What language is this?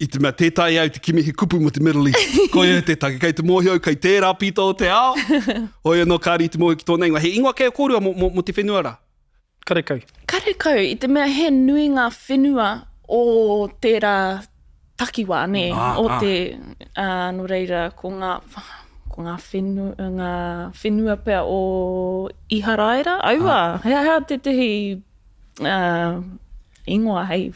Māori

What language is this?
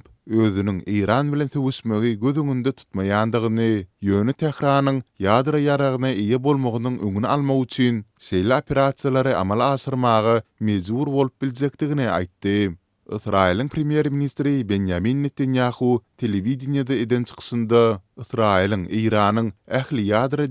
Turkmen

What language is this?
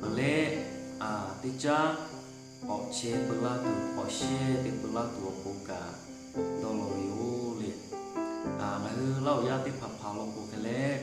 Lahu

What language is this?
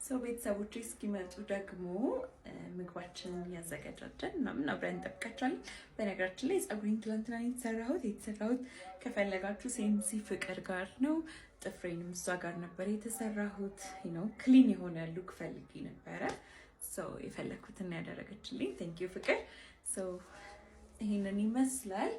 Amharic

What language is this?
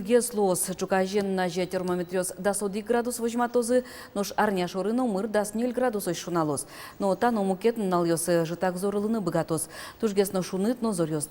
Udmurt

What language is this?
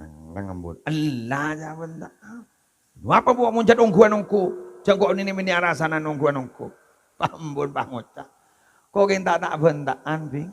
Madurese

